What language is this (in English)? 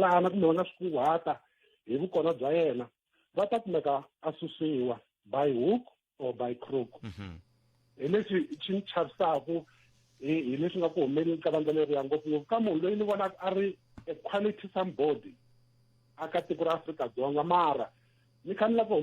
Tsonga